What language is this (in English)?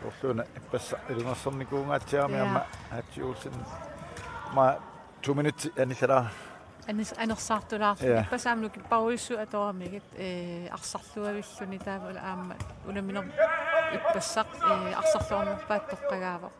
Kalaallisut